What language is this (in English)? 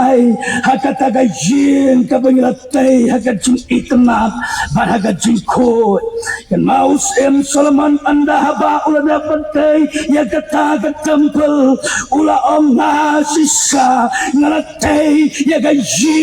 Khasi